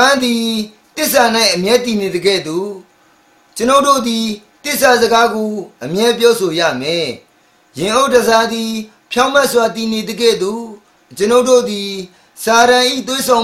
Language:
Burmese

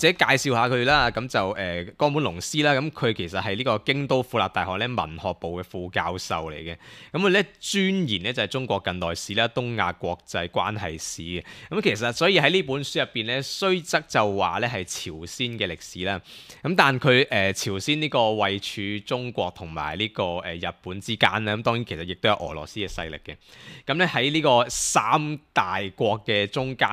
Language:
Cantonese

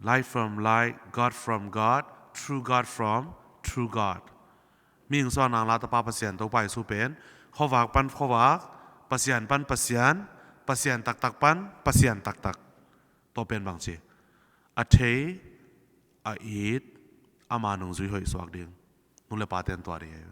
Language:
Tedim Chin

